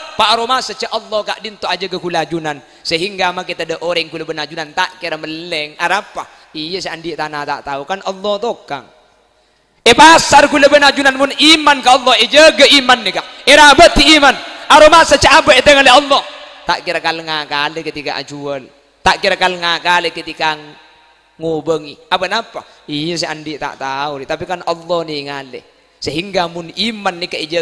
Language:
Madurese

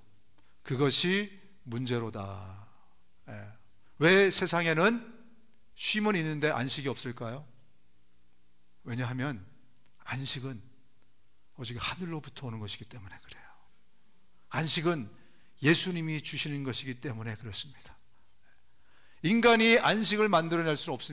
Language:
Korean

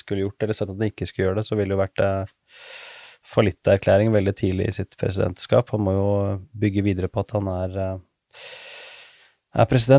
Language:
Norwegian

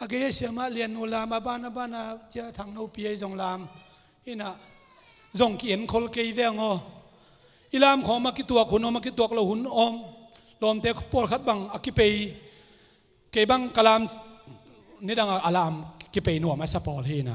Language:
Tedim Chin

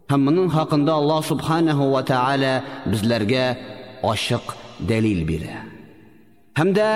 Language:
Tatar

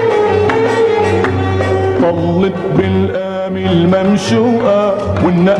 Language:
North Levantine Arabic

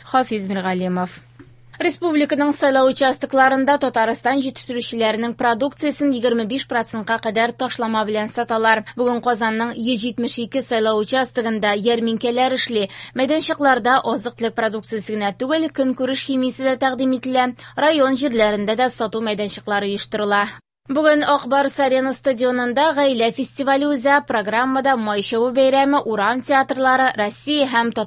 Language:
Tatar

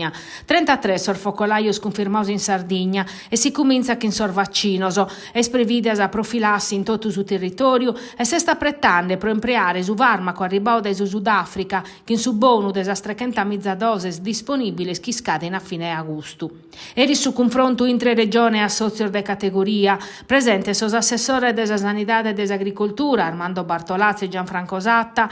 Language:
Sardinian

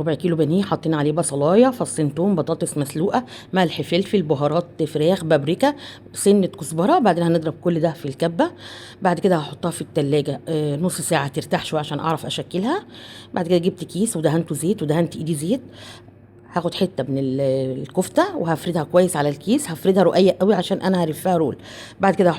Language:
Egyptian Arabic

